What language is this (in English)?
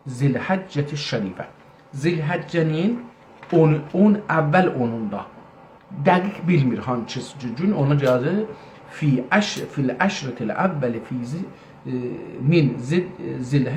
South Azerbaijani